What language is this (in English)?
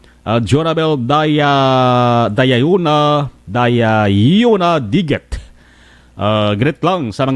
Hiligaynon